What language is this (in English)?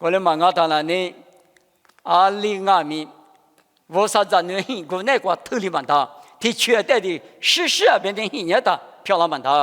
Lisu